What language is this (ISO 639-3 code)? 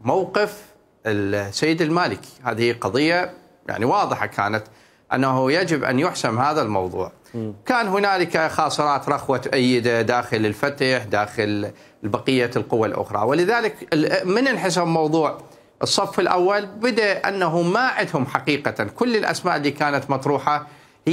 acm